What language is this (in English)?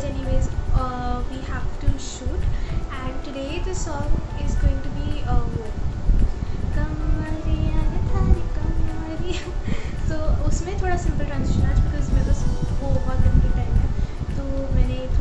Hindi